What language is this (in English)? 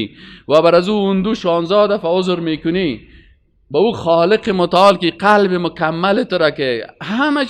Persian